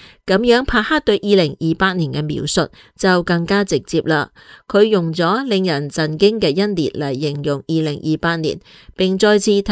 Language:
Cantonese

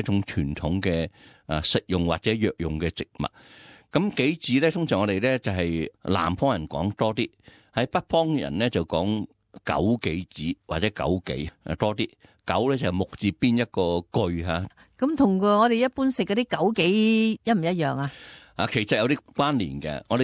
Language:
Cantonese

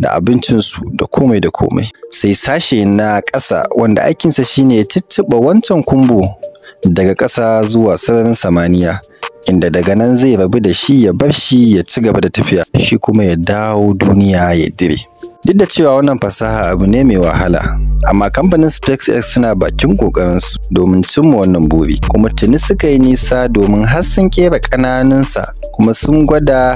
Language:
Hausa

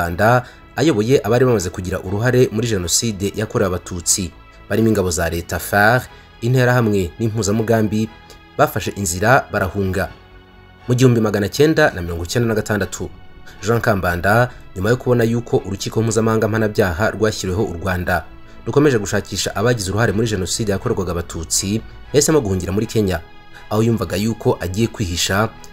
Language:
Kinyarwanda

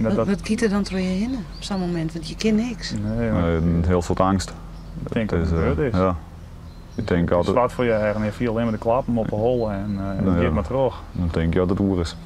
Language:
Western Frisian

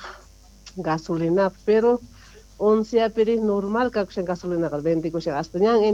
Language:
Quechua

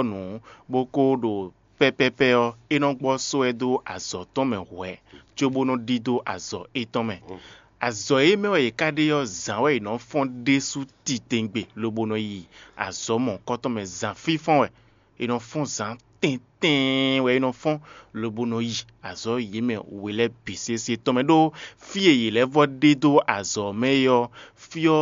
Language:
Fon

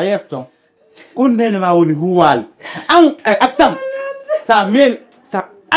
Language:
Fula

